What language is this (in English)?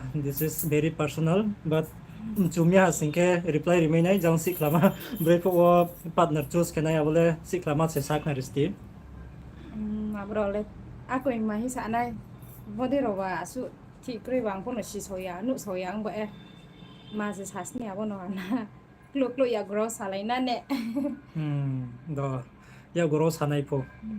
Riang (India)